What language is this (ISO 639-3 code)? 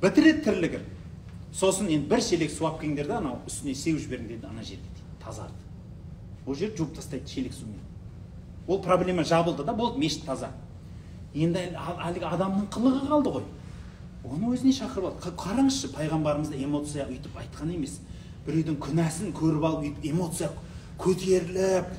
kaz